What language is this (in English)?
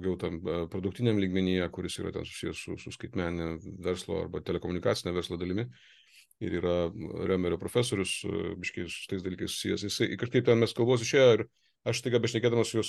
Lithuanian